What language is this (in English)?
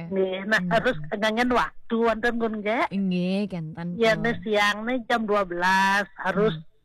Balinese